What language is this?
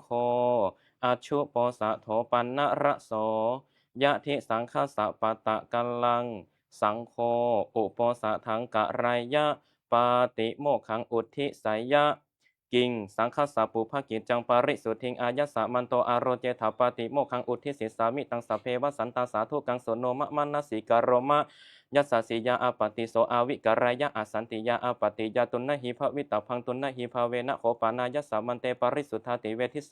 Pali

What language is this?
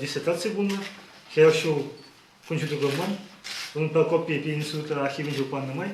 Chuvash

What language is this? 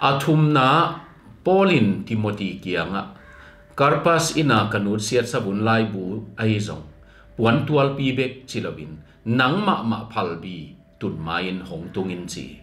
Tedim Chin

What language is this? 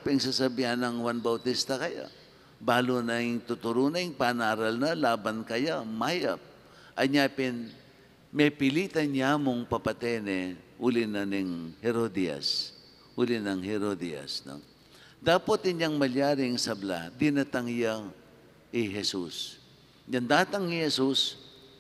Pampanga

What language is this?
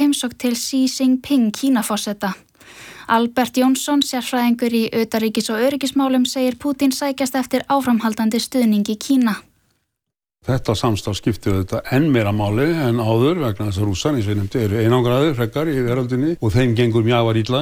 Icelandic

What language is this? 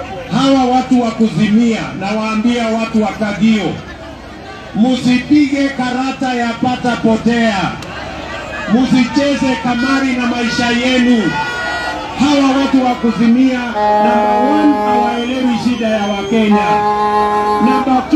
Swahili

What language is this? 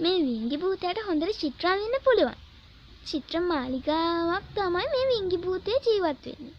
Sinhala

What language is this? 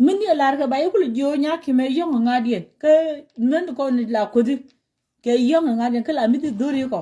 Nuer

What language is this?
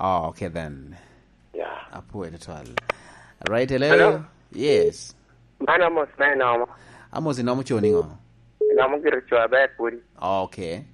Lango (Uganda)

